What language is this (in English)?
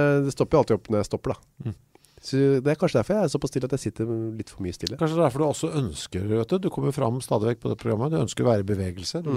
Norwegian